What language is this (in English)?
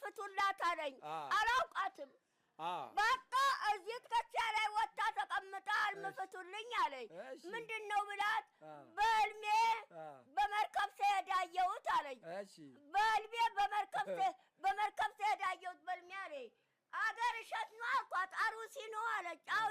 Amharic